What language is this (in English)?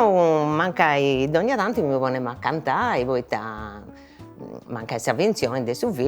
Sardinian